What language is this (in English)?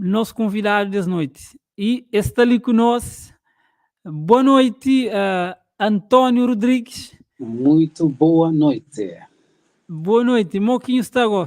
Kabuverdianu